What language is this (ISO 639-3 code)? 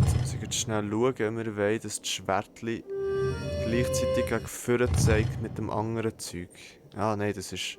gsw